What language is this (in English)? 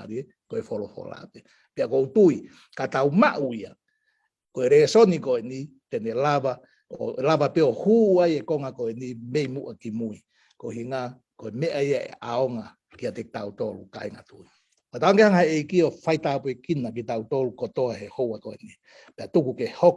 Tongan